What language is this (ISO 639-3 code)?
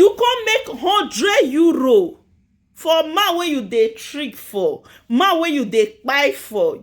pcm